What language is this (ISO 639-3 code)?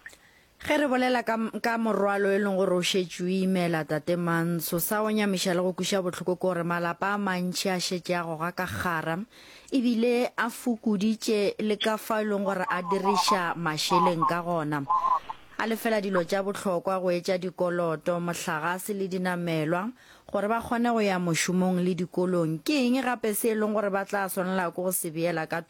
nso